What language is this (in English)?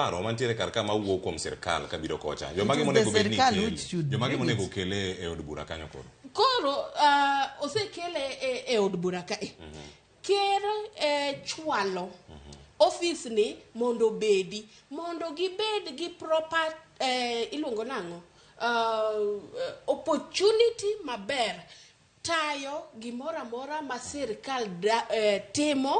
Luo (Kenya and Tanzania)